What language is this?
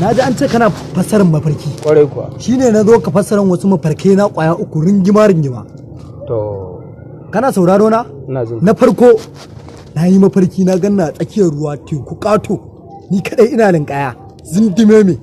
Hausa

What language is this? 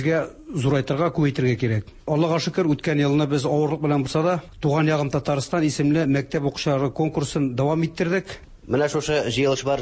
Tatar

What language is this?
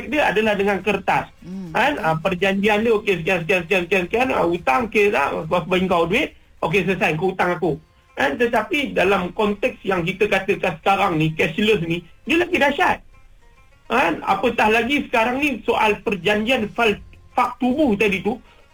Malay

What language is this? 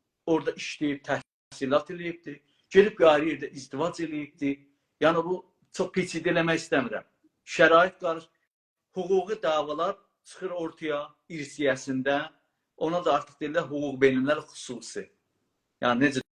South Azerbaijani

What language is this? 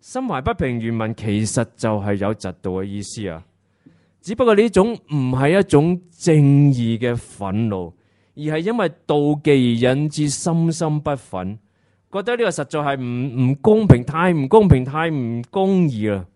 Cantonese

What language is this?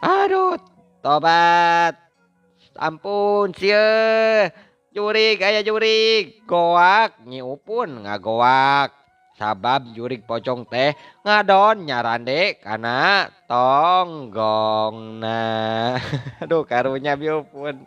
Sundanese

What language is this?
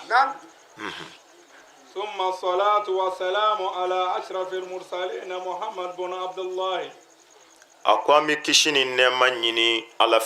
Bambara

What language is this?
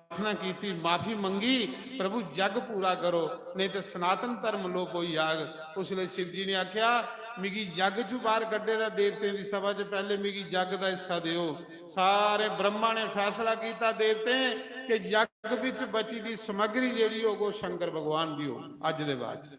Dogri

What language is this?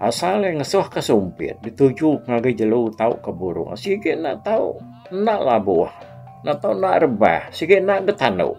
Iban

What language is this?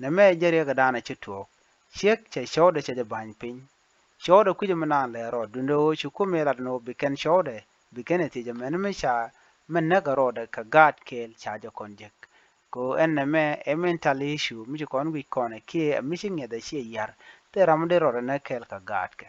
Nuer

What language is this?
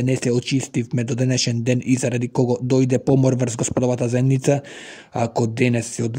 Macedonian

